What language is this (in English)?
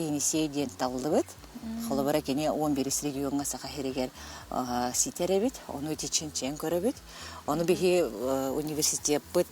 Yakut